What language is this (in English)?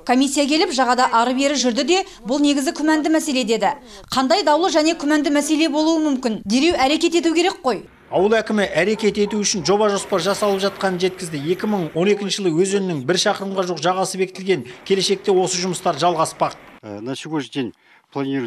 Kazakh